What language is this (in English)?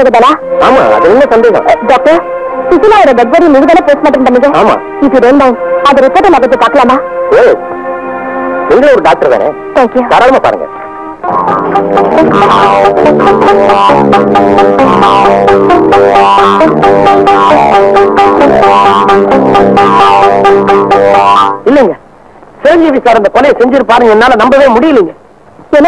Tamil